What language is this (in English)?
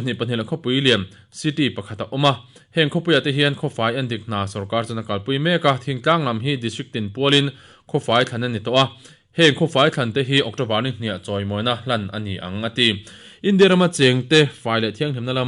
Mizo